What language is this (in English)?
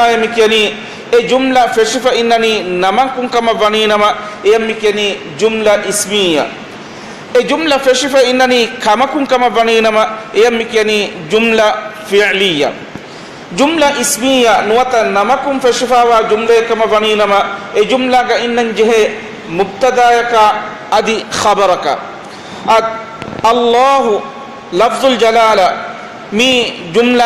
Divehi